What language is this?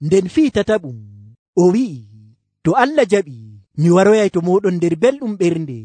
Nigerian Fulfulde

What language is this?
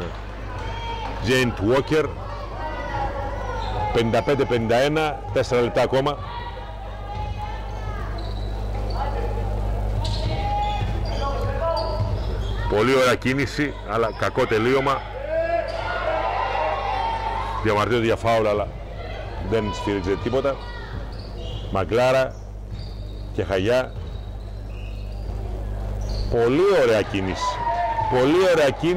Greek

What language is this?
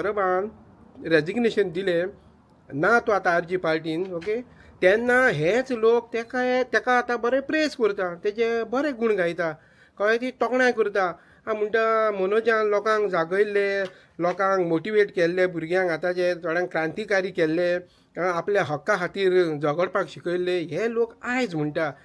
Konkani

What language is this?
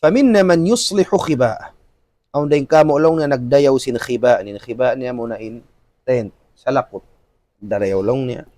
Tausug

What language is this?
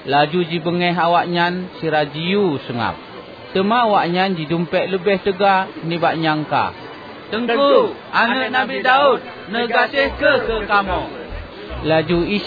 Achinese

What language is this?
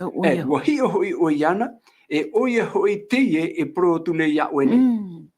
Tahitian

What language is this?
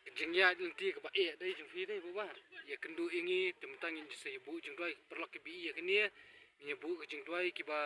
Khasi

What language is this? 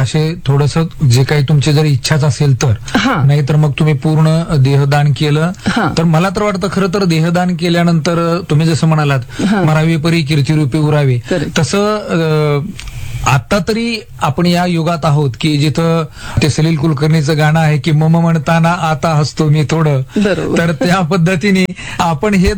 Marathi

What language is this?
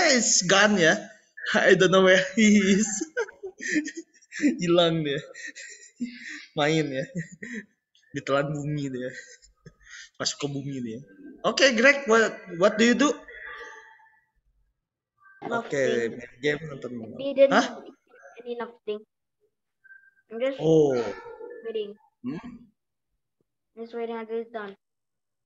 Indonesian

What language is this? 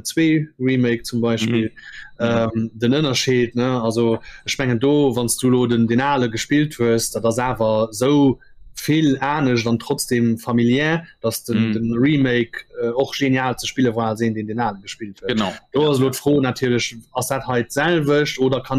Luxembourgish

